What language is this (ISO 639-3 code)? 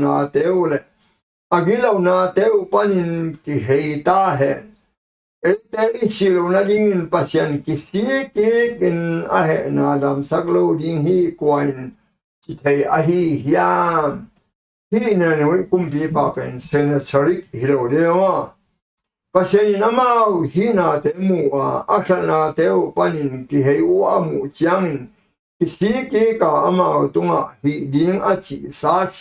ctd